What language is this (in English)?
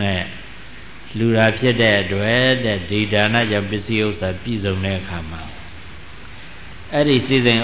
Burmese